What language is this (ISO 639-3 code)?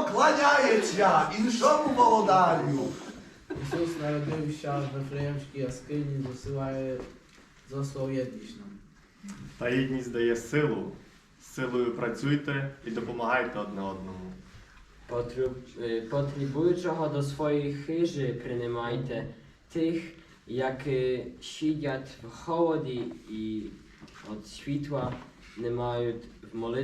rue